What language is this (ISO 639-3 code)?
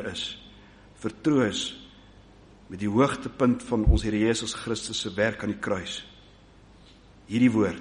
afr